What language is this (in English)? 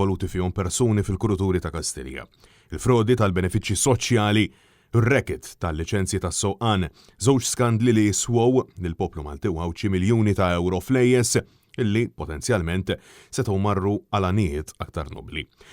Maltese